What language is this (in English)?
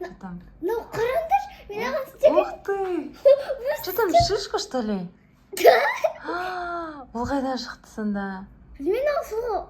Kazakh